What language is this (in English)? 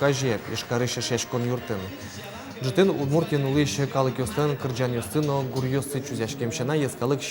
Udmurt